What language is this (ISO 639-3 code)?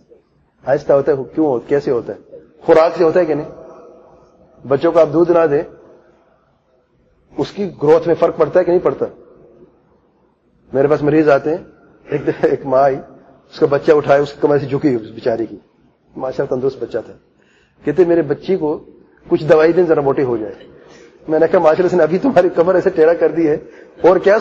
urd